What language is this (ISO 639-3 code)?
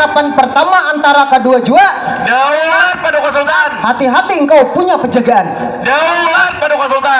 bjn